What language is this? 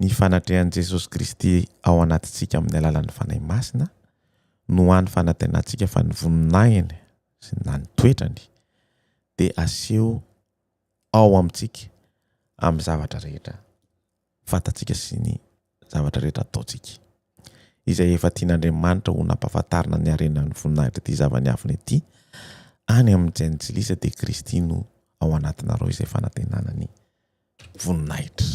Malagasy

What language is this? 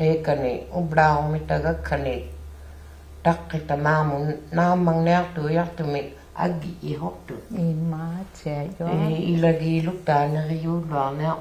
Inuktitut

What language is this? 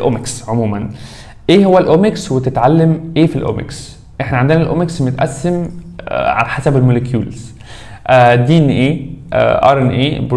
Egyptian Arabic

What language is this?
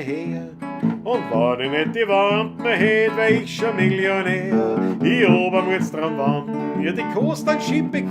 Bavarian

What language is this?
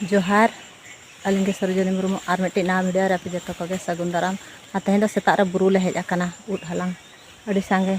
Santali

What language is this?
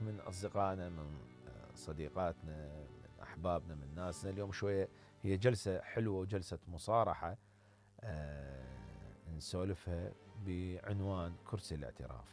Mesopotamian Arabic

